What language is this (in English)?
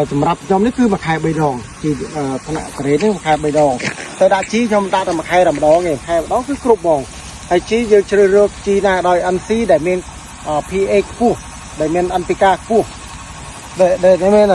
Khmer